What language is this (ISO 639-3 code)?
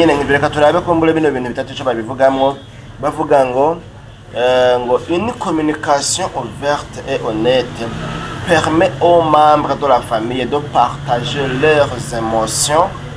run